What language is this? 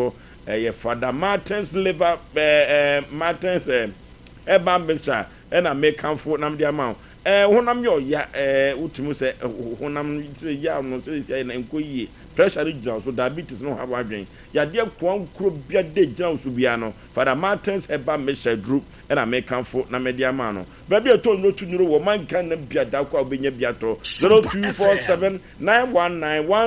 Akan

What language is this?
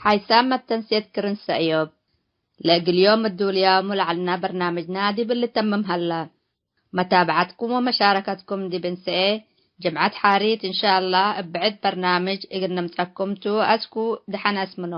Tigre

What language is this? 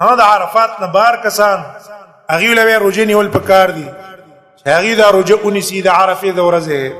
Pashto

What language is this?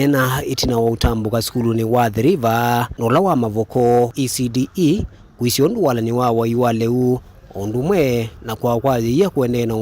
Kamba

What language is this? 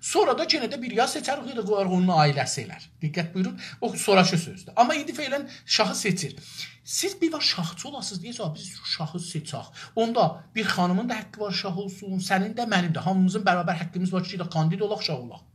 South Azerbaijani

